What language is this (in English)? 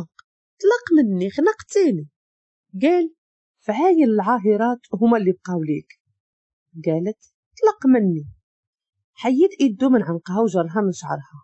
Moroccan Arabic